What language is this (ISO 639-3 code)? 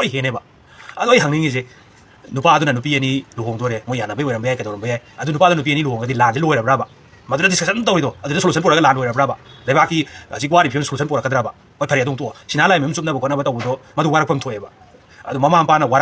mni